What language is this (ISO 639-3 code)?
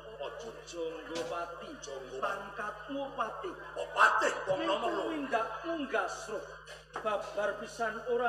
jav